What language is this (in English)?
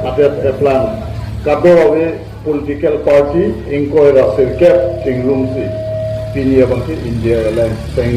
Karbi